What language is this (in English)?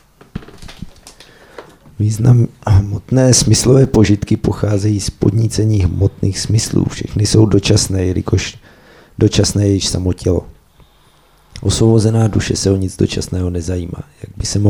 Czech